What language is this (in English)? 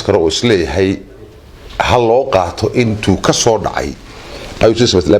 Somali